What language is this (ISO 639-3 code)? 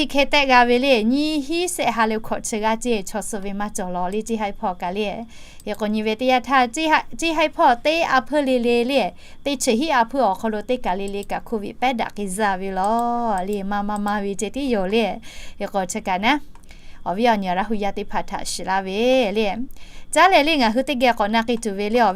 lhu